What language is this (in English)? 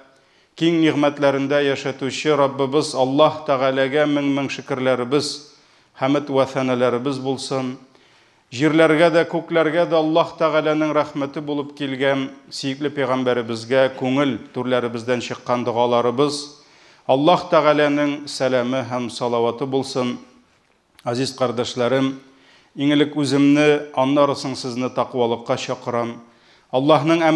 Tatar